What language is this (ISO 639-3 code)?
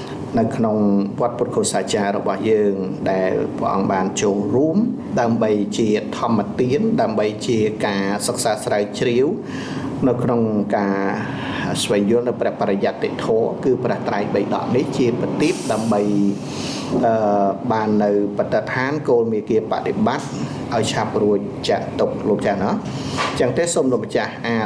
khm